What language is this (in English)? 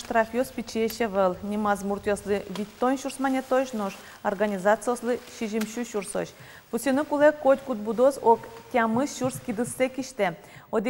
Udmurt